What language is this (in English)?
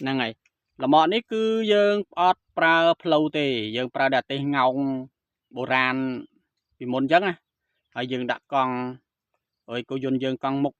Khmer